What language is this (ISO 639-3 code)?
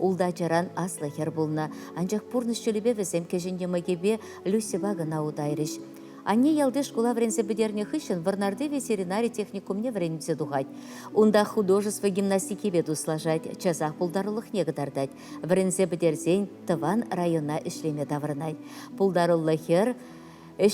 chv